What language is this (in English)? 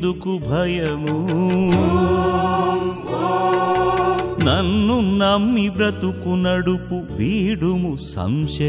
Telugu